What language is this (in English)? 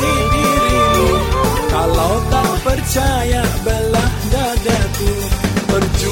Malay